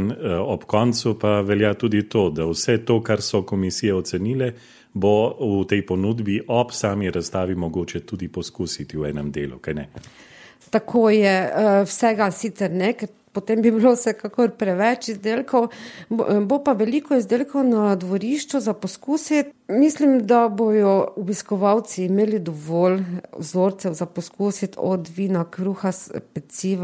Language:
Slovenian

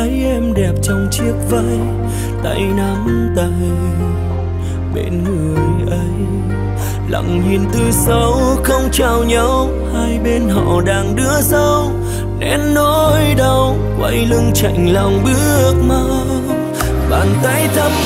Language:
Vietnamese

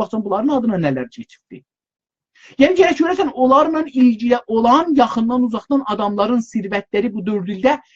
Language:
South Azerbaijani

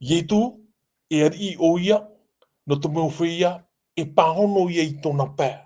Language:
Tahitian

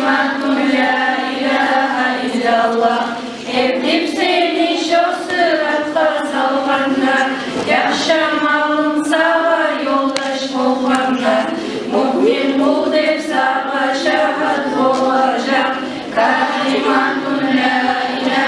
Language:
Kumyk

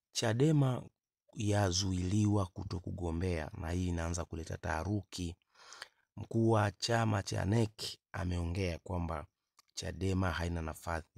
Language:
Swahili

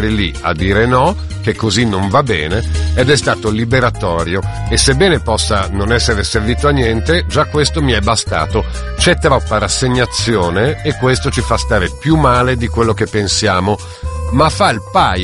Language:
Italian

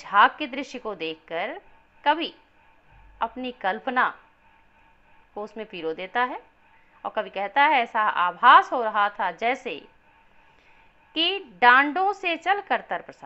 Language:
Hindi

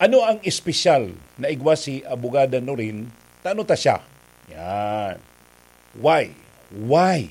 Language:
Bikol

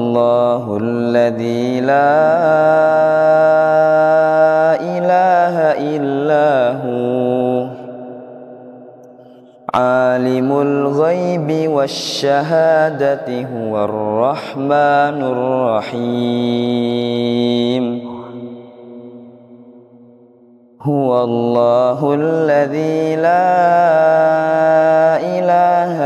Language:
Arabic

